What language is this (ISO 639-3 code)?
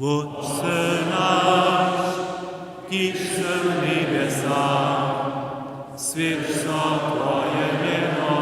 hsb